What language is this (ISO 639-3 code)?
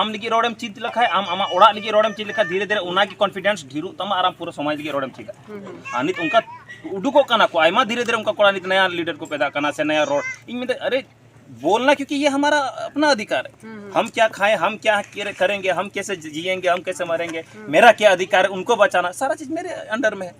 sat